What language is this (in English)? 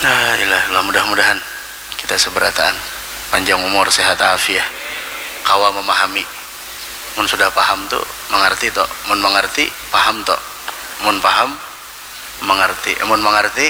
Banjar